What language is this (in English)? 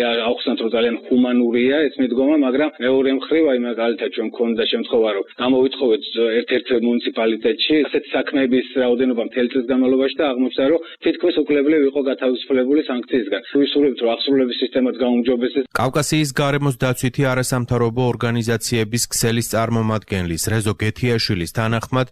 Georgian